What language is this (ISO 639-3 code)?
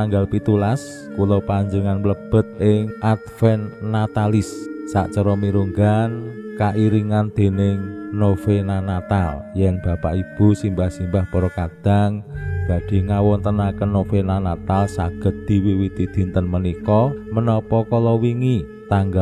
jav